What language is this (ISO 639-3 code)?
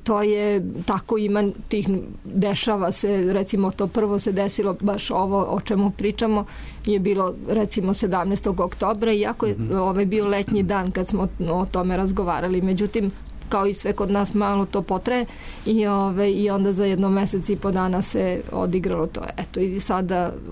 srp